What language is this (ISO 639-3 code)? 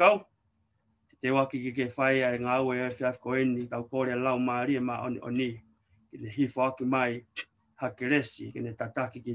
ton